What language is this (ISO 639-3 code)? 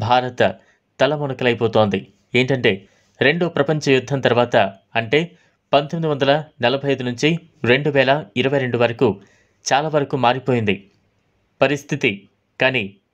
tel